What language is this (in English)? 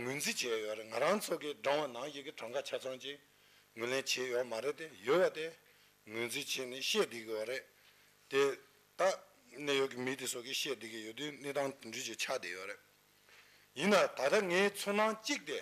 Tibetan